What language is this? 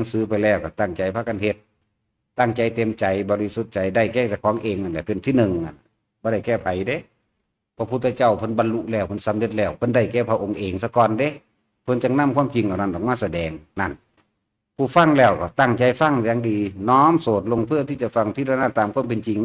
Northeastern Thai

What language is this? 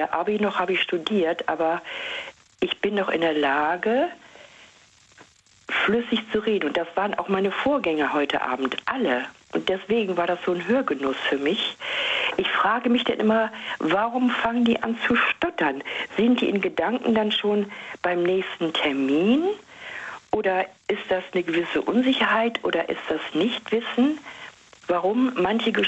German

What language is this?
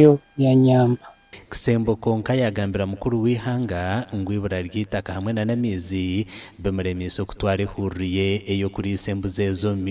Nyankole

